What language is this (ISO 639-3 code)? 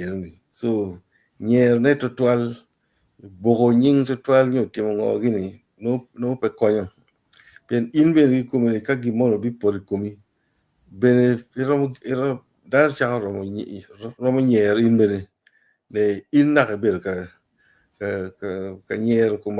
ach